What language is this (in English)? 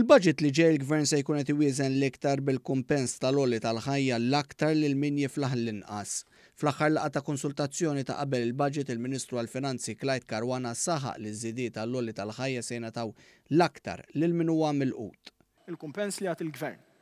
Maltese